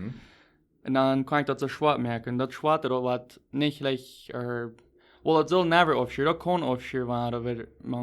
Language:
Plautdietsch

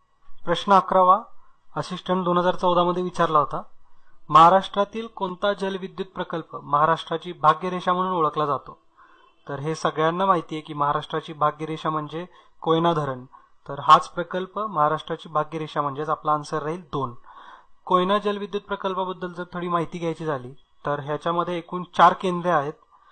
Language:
Marathi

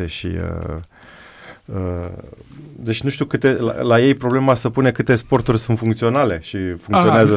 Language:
Romanian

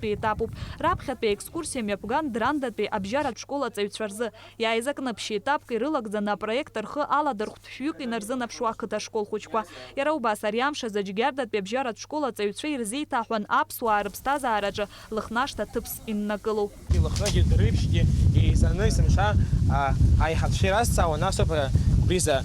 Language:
Abkhazian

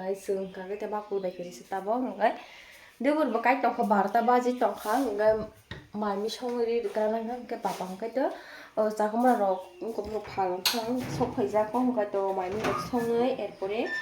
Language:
Kok Borok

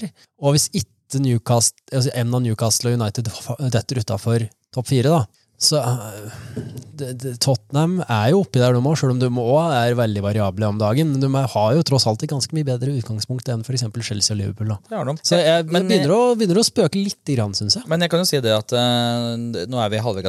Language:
Norwegian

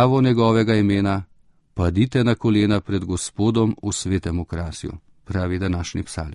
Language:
Slovenian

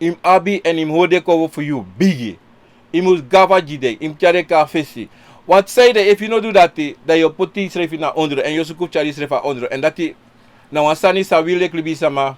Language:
Sranan Tongo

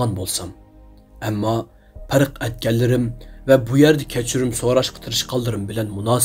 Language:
Uyghur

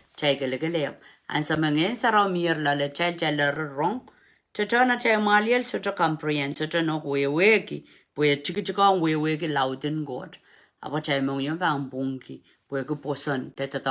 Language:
Pohnpeian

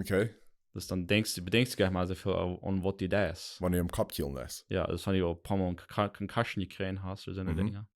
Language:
Plautdietsch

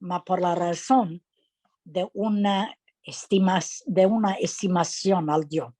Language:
Ladino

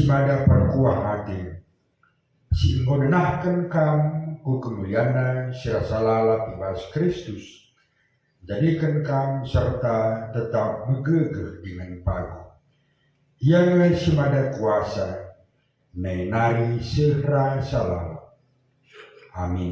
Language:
Batak Karo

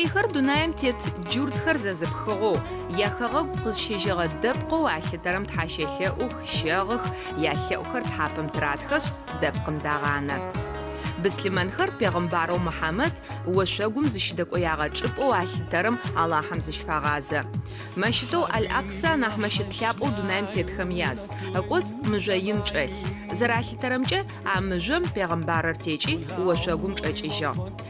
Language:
Adyghe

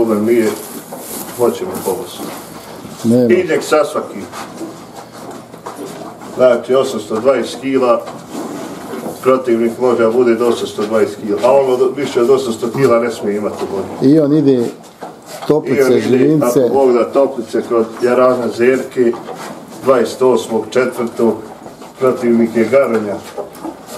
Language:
Bosnian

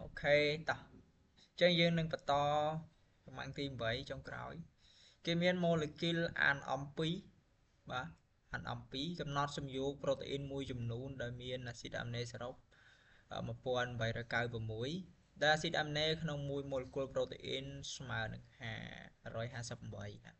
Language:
Khmer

